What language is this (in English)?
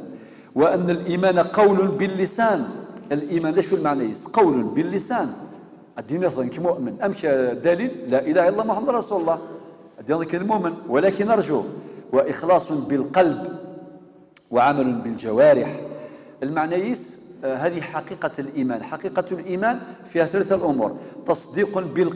Kabyle